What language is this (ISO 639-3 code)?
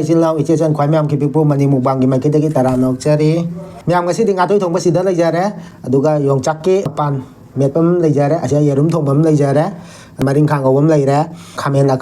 mni